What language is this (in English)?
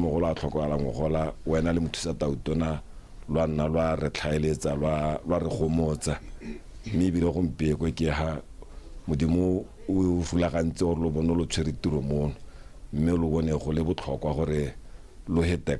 Tswana